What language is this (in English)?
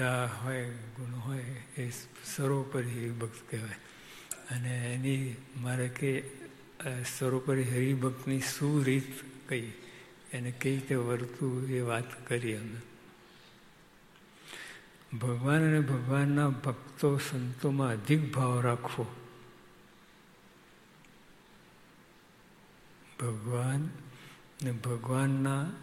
Gujarati